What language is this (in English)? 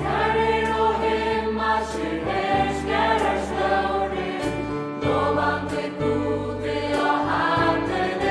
Faroese